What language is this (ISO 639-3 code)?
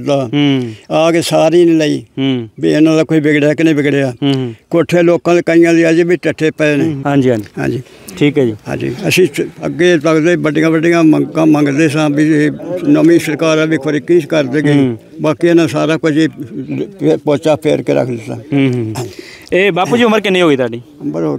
pan